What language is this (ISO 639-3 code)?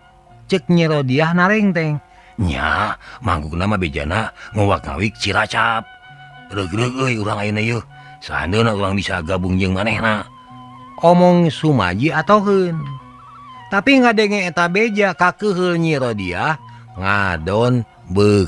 sun